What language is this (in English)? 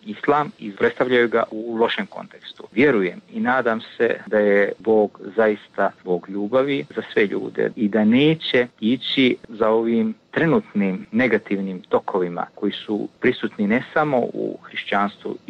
Bosnian